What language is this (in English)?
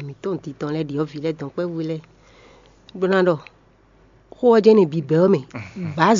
Fon